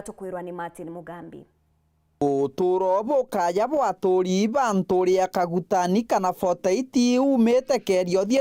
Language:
Meru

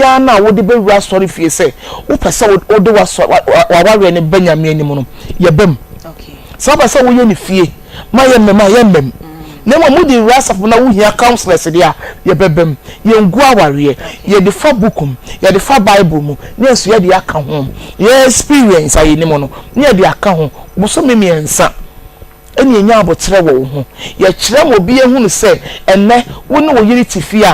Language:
Akan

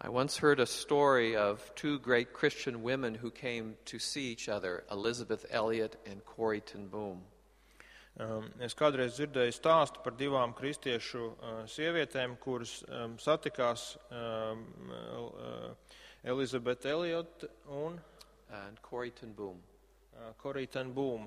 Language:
Latvian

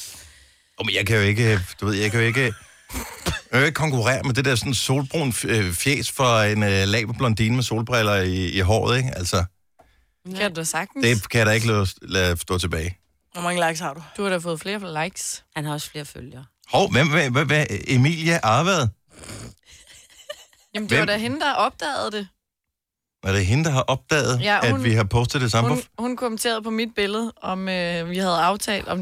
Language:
Danish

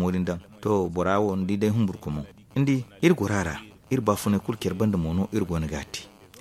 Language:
Zarma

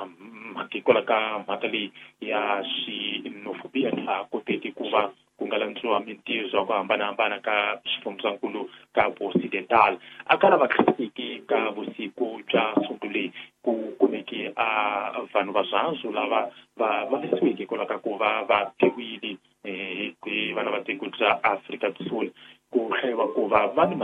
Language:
Tsonga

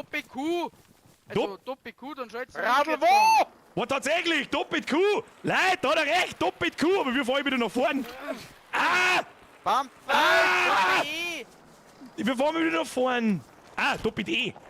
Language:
Bavarian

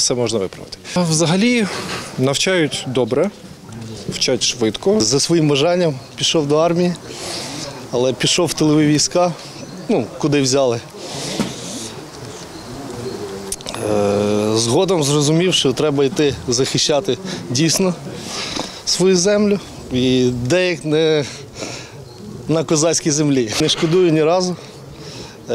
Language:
Ukrainian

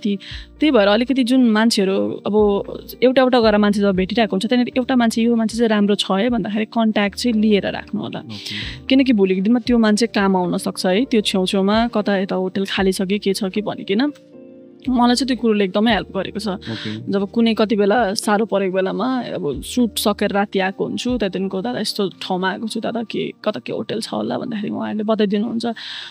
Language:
Nepali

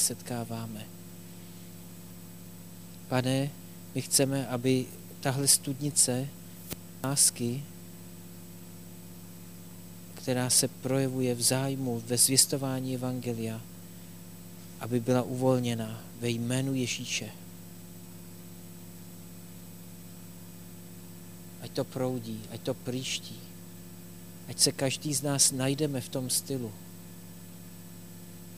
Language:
Czech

